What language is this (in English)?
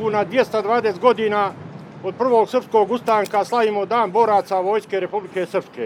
Serbian